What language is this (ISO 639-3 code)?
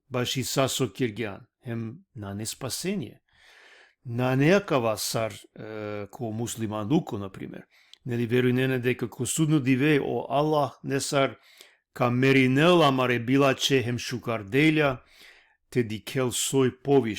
rmn